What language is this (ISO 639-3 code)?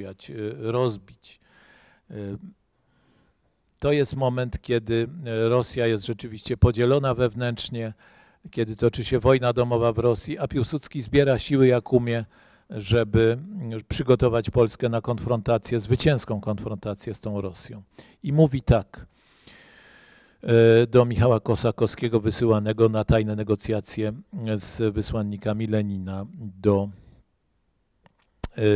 pol